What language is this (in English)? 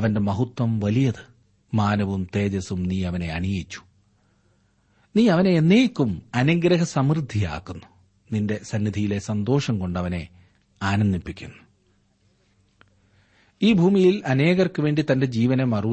Malayalam